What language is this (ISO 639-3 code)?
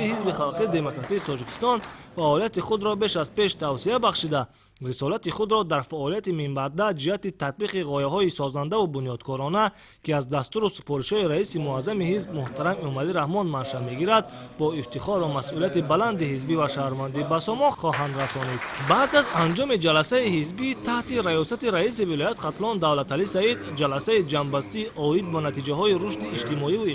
tgk